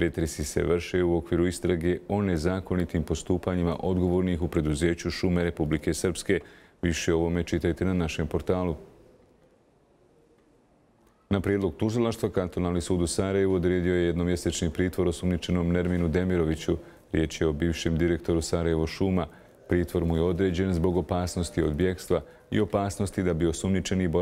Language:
Bosnian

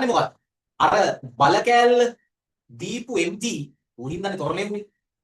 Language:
Sinhala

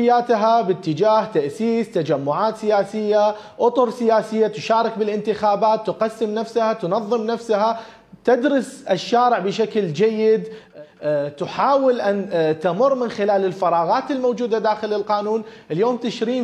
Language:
Mesopotamian Arabic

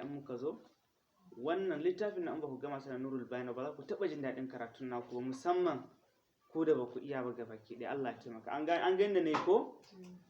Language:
Hausa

